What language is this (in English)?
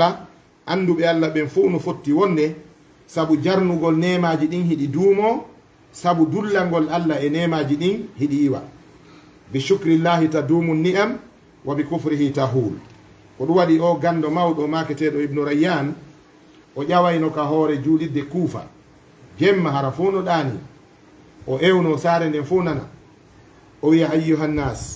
Fula